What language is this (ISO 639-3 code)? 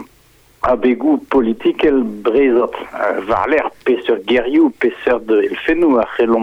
bre